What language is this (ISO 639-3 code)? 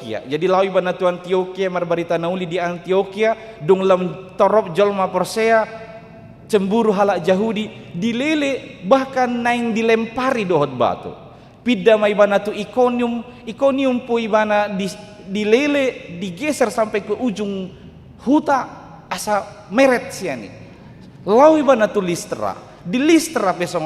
bbc